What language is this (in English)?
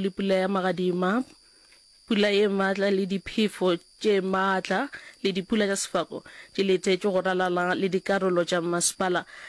Northern Sotho